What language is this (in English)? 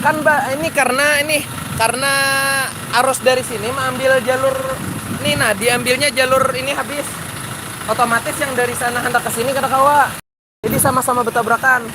Banjar